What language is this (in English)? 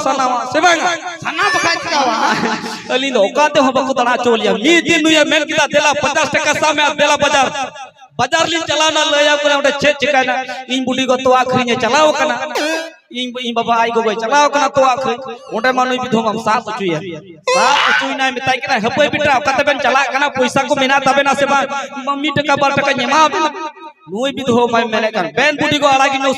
Santali